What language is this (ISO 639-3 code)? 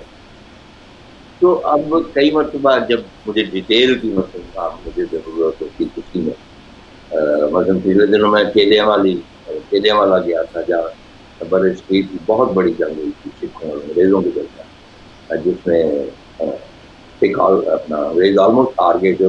urd